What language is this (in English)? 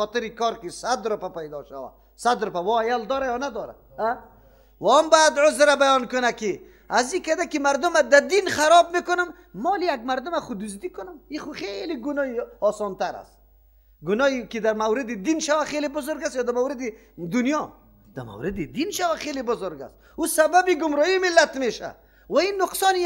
Persian